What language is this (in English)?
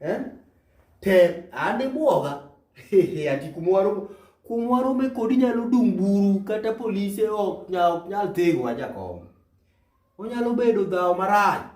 Luo (Kenya and Tanzania)